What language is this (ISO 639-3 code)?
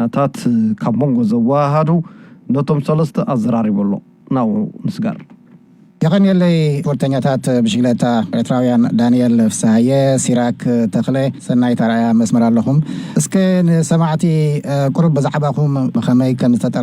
tir